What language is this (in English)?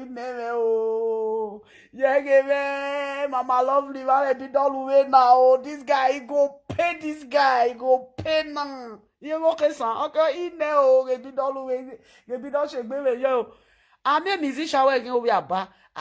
Nigerian Pidgin